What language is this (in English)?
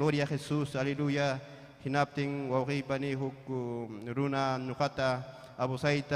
Ayacucho Quechua